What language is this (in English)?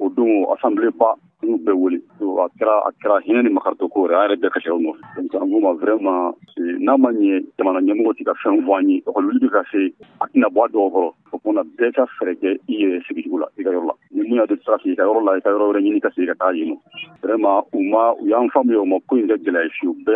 Bambara